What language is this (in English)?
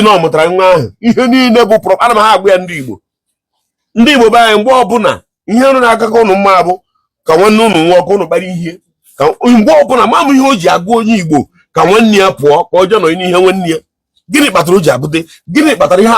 Igbo